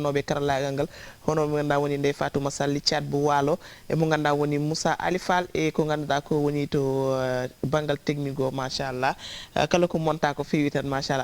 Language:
Fula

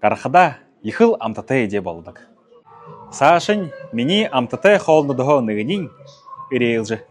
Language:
Buriat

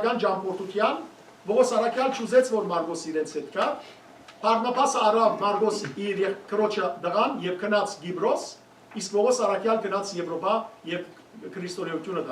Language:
Western Armenian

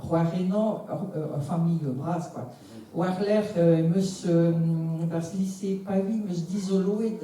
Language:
Breton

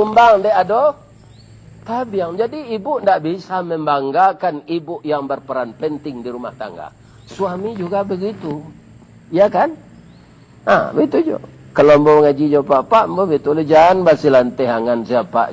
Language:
Minangkabau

